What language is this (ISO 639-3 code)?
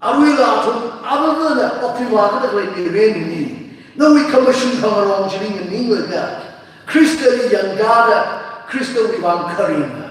nmf